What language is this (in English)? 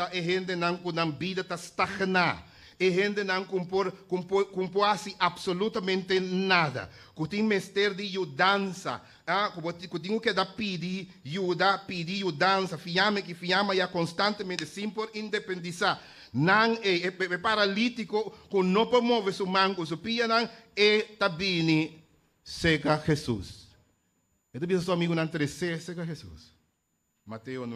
Papiamento